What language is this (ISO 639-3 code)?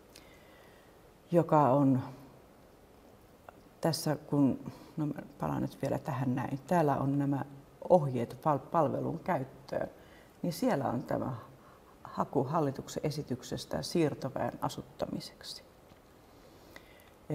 fin